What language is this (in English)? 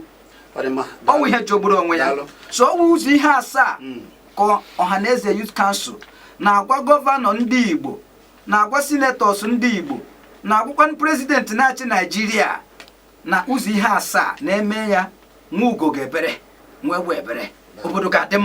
Igbo